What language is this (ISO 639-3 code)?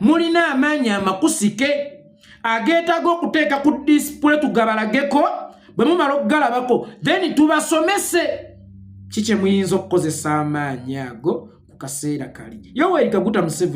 lug